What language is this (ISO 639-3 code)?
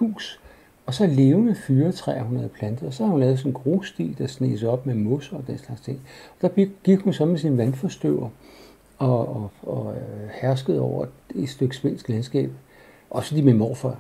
dan